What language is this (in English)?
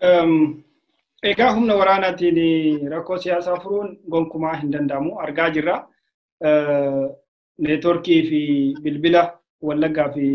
Oromo